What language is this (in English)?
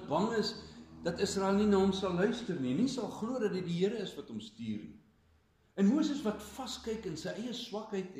Afrikaans